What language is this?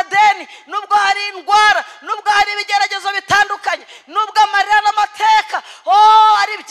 Kinyarwanda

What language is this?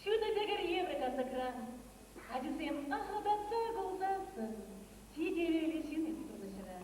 Chuvash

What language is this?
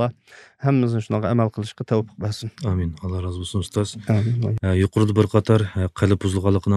Uyghur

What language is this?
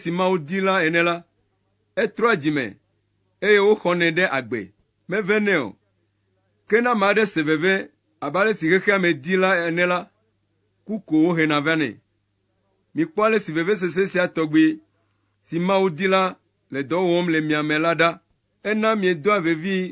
Ewe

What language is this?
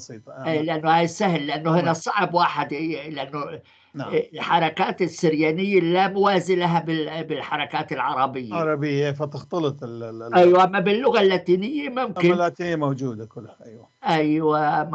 North Levantine Arabic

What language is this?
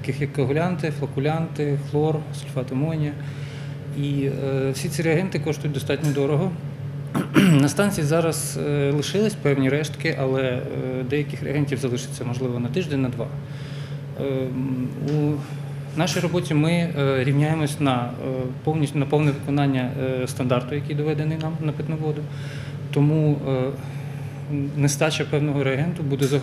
Ukrainian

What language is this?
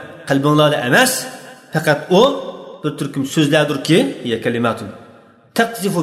Uyghur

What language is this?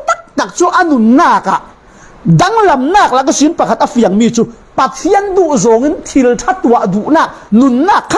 Falam Chin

